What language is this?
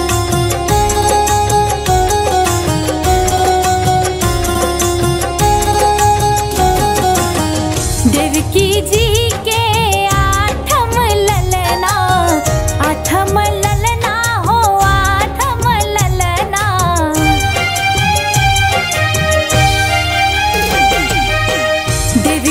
Bhojpuri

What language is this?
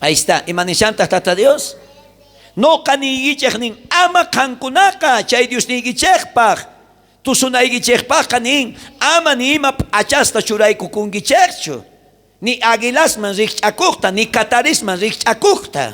South Bolivian Quechua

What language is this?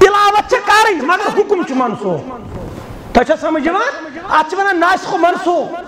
Kashmiri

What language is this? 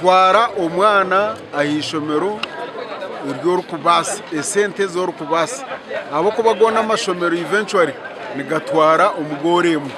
Nyankole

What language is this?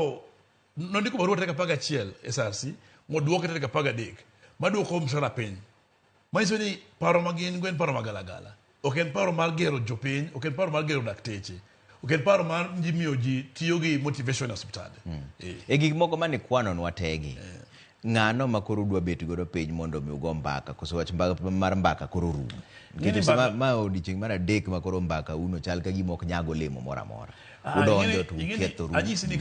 Luo (Kenya and Tanzania)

